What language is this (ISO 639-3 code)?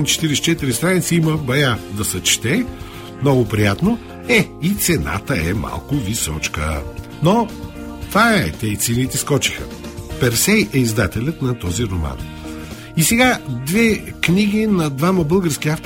bul